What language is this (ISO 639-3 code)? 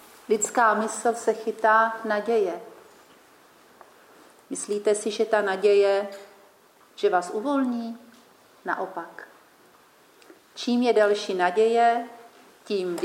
ces